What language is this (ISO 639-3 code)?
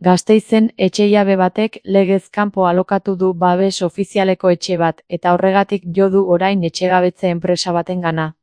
eus